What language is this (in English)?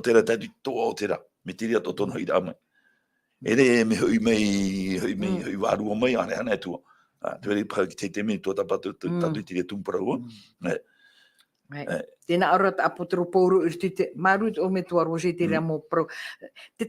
Tahitian